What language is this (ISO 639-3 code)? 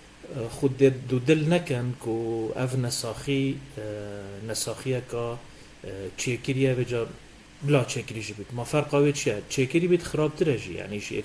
kur